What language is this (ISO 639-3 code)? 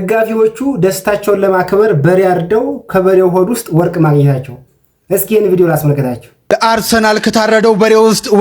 amh